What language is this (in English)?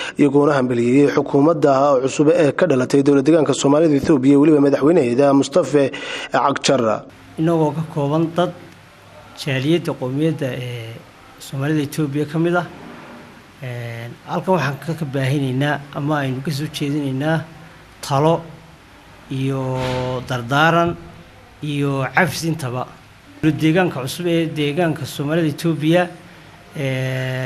Somali